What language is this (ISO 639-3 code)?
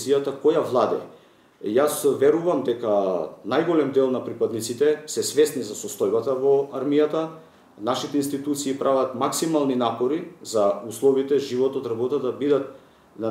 mkd